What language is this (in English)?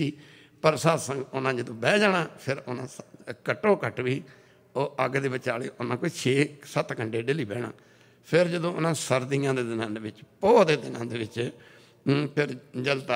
Punjabi